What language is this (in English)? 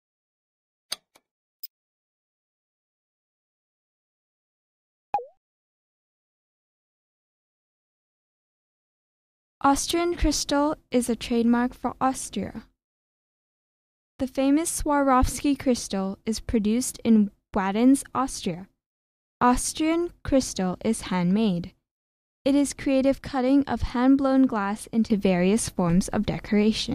English